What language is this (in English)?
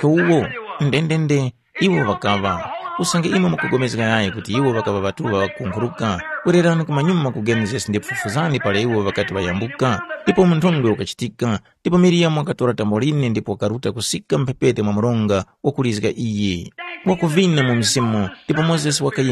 Tumbuka